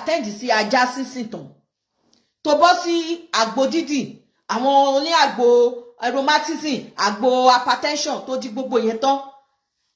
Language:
Yoruba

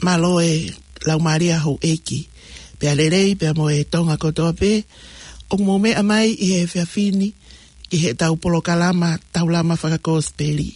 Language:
Tongan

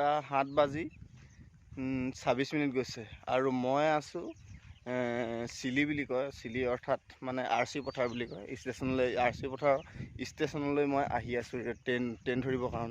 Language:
Assamese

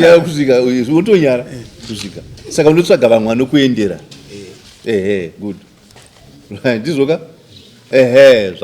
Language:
Shona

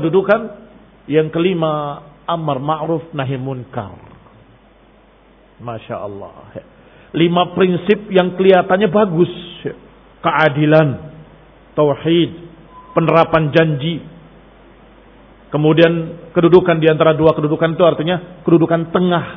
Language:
Indonesian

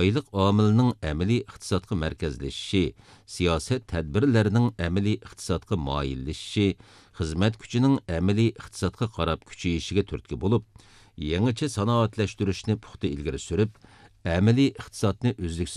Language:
Uyghur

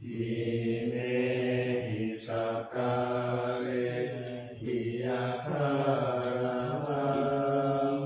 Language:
Pali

